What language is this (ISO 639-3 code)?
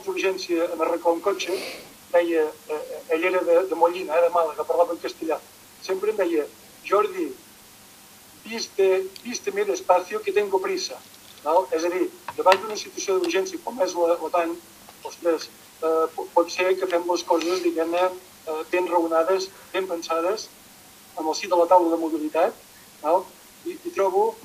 cat